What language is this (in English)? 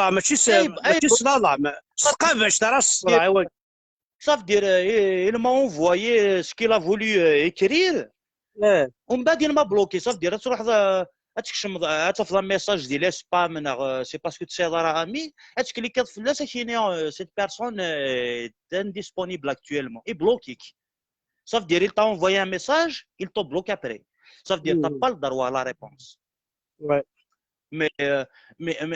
Kabyle